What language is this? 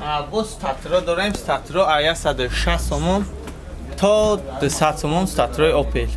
Tajik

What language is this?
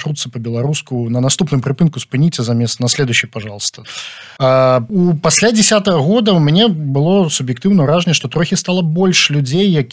Belarusian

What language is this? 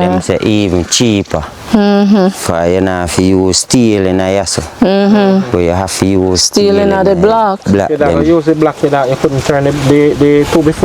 Jamaican Creole English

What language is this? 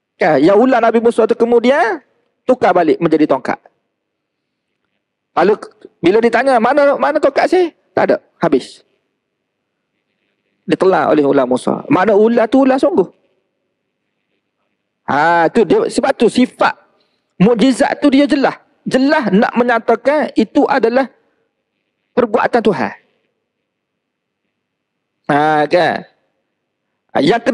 Malay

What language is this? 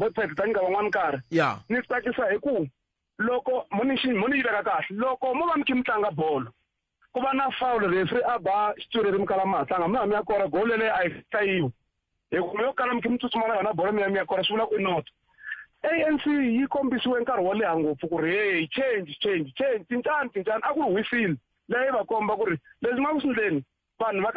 Tsonga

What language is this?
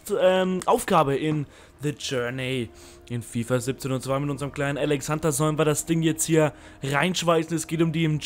German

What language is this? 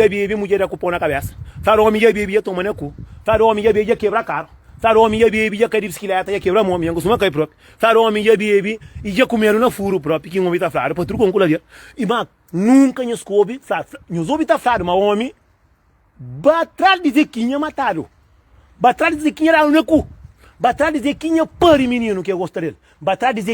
Kabuverdianu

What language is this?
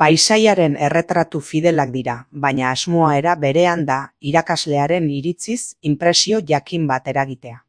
Basque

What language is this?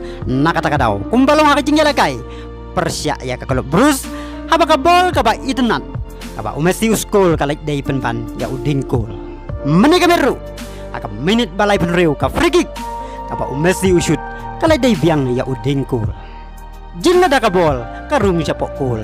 Khasi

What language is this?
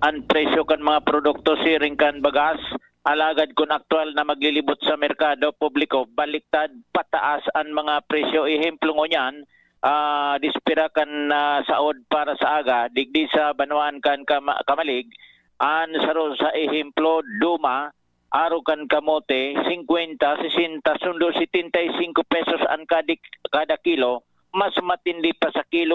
Bikol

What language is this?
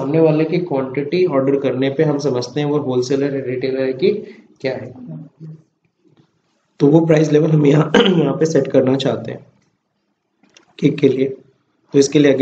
Hindi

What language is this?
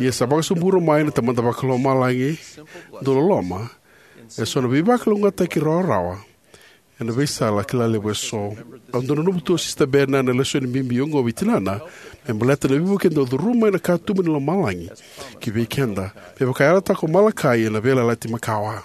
Fijian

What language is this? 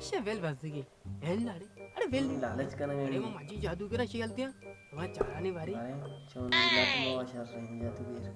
Baluchi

